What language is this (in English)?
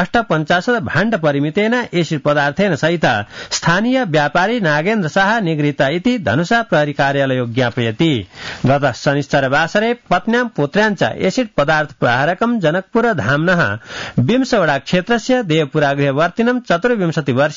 Sanskrit